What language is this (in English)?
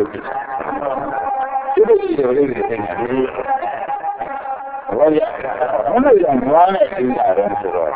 Burmese